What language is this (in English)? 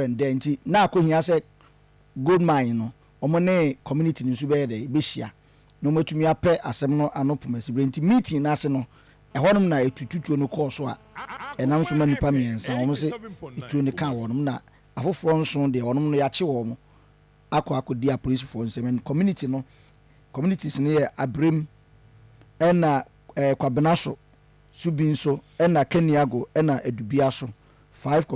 Akan